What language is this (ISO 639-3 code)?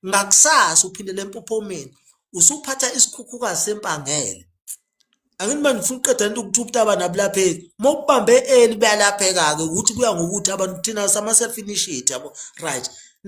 zul